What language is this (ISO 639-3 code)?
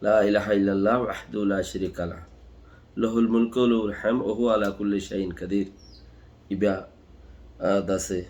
rhg